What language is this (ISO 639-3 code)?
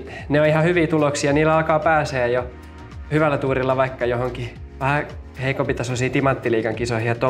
fin